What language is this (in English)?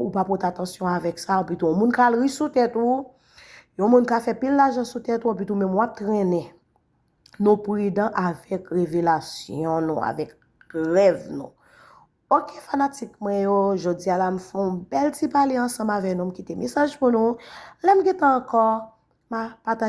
Haitian Creole